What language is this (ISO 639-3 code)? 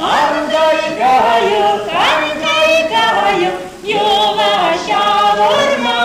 chv